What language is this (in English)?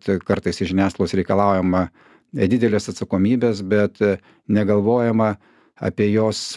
Lithuanian